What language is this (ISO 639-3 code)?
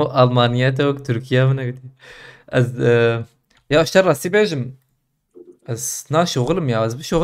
kur